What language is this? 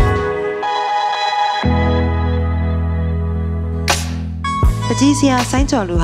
Burmese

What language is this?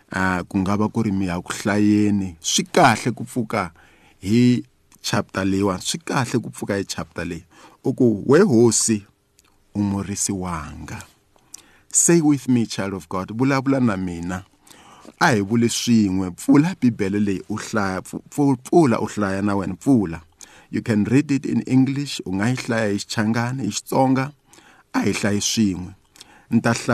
Tsonga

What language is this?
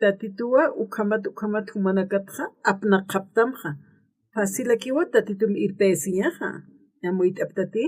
Aymara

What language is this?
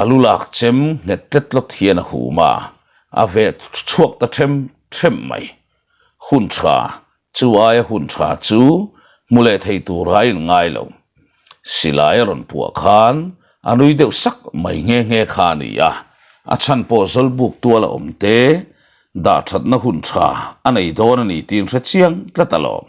Mizo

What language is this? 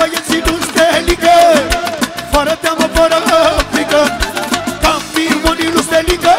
Romanian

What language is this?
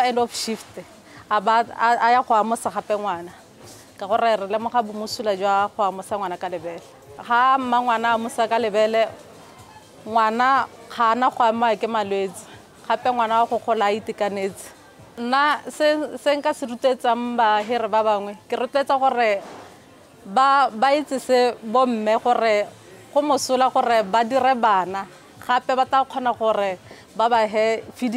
Tswana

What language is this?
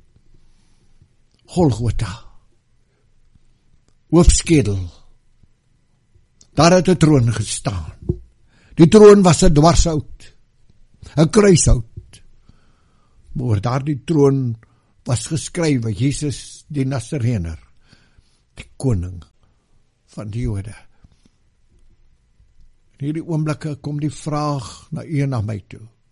Afrikaans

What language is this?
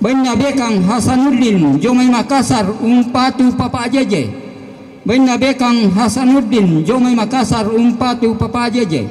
Toraja-Sa'dan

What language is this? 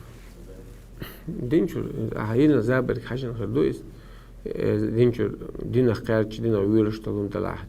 Chechen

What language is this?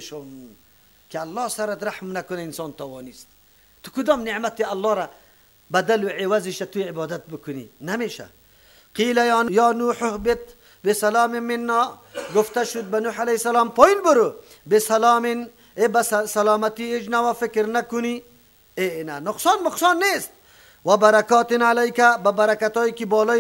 Persian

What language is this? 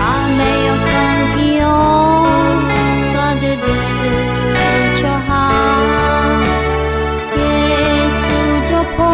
Akha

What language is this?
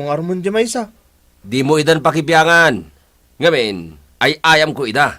Iloko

